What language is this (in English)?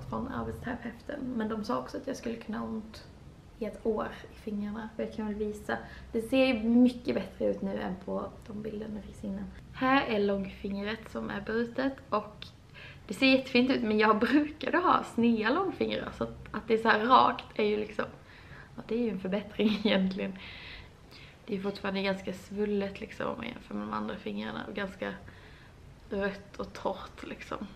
Swedish